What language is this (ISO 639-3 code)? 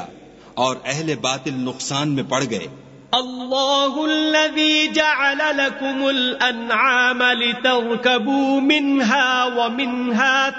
urd